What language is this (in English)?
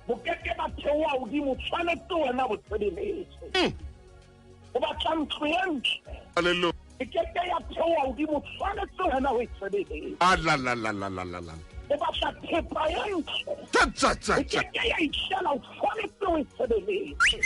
Southern Sotho